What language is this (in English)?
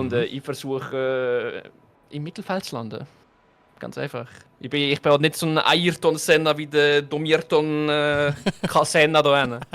Swiss German